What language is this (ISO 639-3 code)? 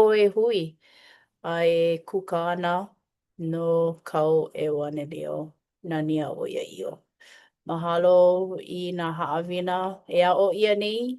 haw